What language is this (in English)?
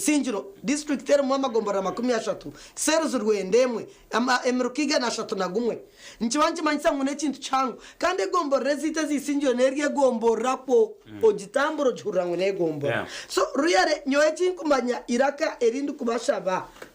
Nyankole